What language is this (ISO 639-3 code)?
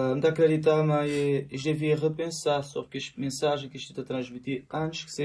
kea